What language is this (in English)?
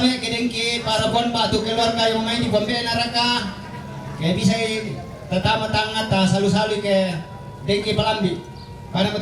Toraja-Sa'dan